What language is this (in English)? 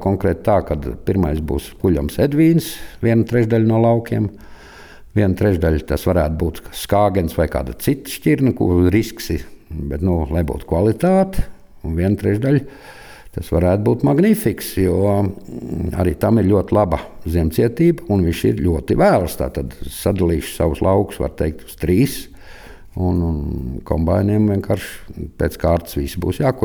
Latvian